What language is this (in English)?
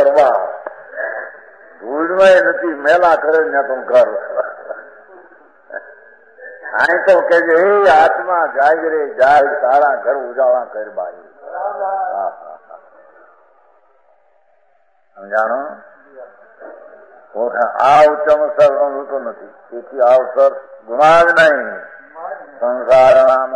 Gujarati